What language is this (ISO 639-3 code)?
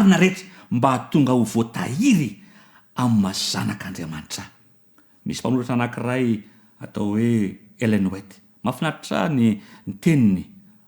mlg